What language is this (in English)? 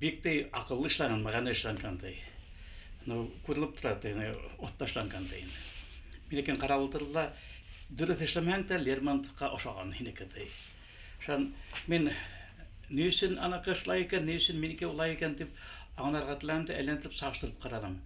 Bashkir